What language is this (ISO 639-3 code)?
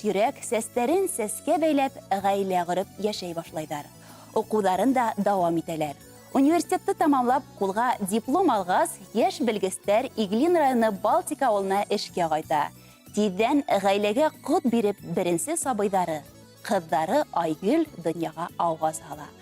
bak